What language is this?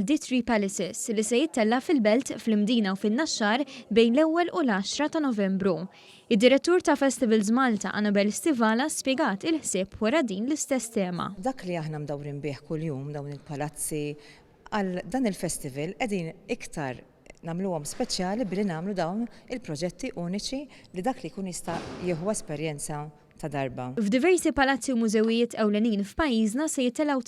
Maltese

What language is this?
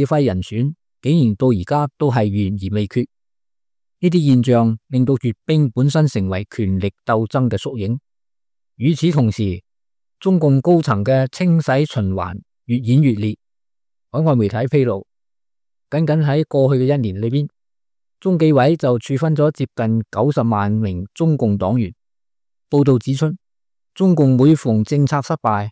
Cantonese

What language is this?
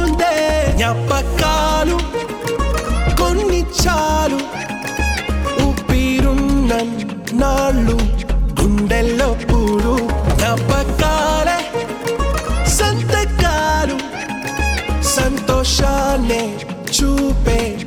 Telugu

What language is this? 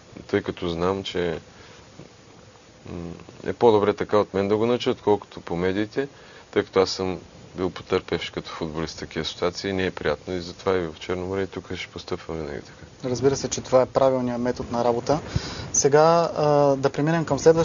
Bulgarian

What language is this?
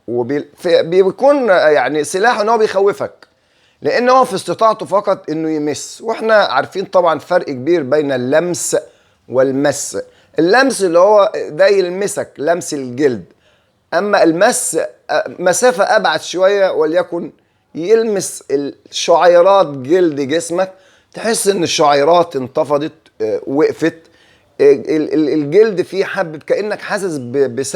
Egyptian Arabic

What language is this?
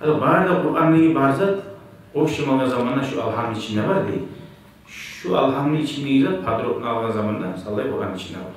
Kumyk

